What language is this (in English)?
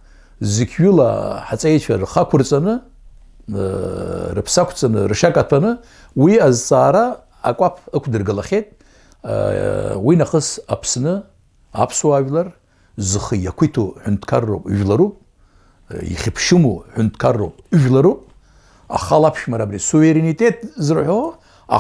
Abkhazian